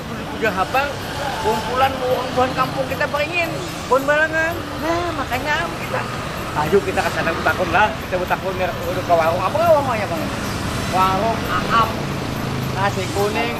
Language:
Banjar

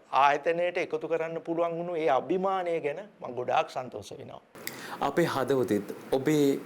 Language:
Sinhala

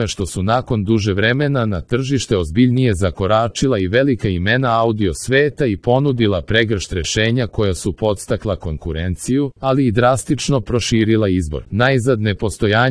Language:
Serbian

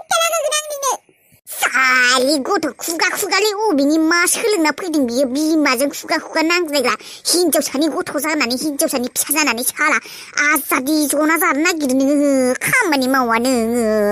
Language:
Bodo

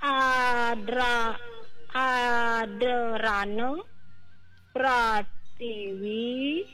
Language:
Balinese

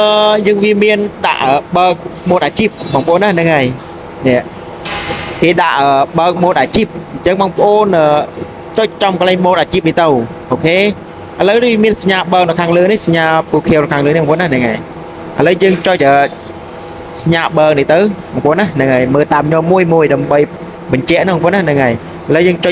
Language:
Khmer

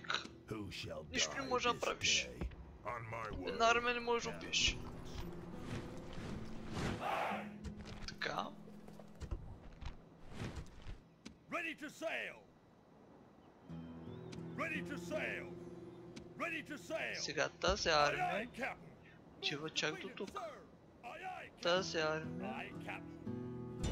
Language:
Bulgarian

